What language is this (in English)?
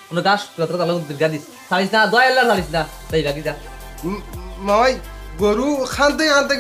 Sylheti